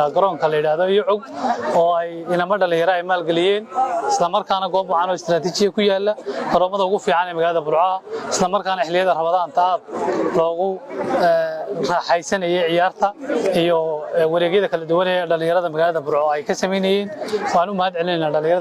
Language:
Somali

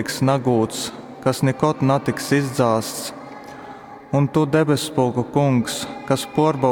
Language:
Latgalian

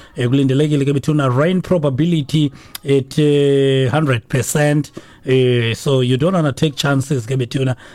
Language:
Xhosa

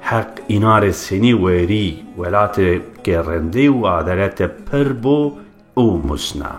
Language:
Zaza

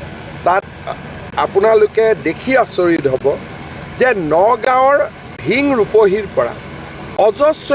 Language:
Assamese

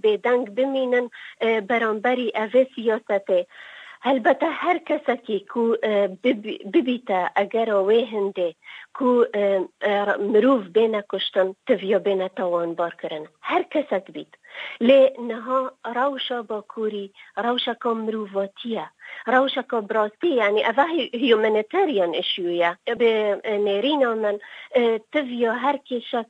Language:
Kurdish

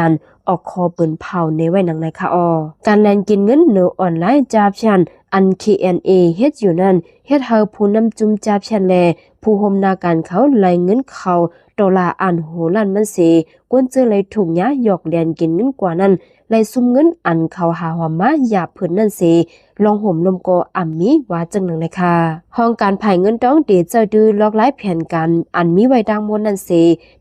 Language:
Shan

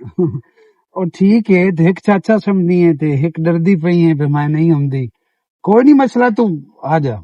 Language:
Western Panjabi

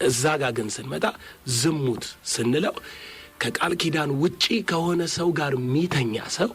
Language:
Amharic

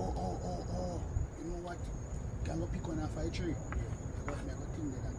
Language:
Jamaican Creole English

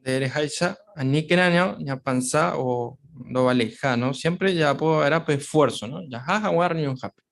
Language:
Guarani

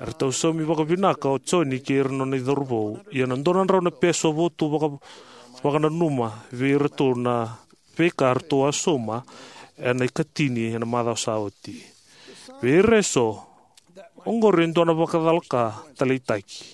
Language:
Fijian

